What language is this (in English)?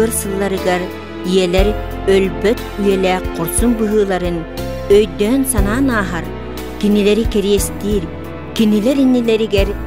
Yakut